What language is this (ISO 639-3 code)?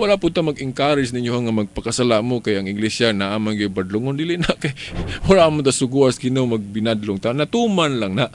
ceb